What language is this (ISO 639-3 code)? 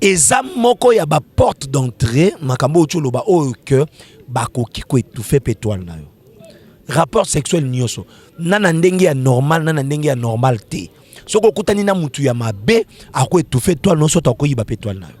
lin